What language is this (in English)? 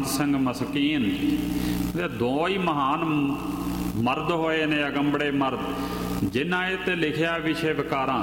Punjabi